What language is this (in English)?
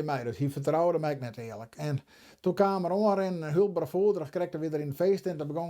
Western Frisian